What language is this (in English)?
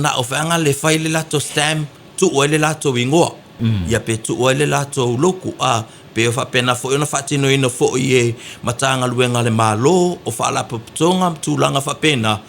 Samoan